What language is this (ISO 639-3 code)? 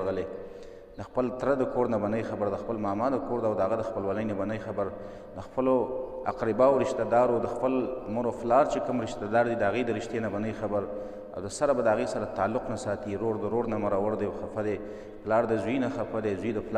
pus